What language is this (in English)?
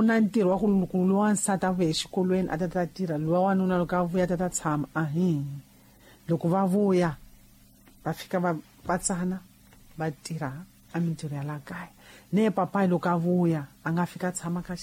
Tsonga